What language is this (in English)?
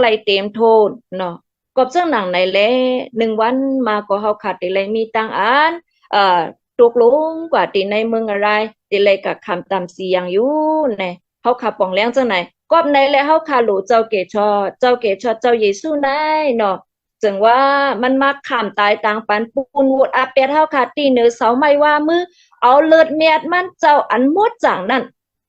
Shan